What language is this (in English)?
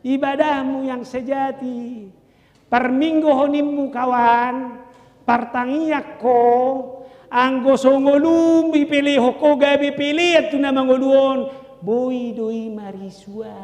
Batak Toba